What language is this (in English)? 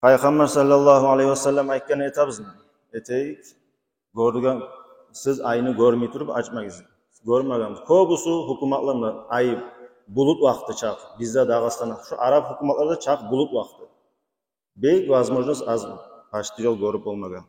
Kumyk